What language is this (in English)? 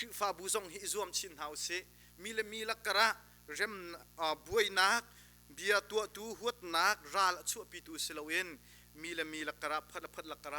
Hakha Chin